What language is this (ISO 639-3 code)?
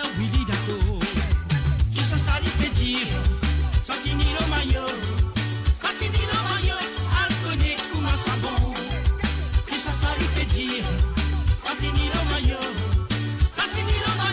mfe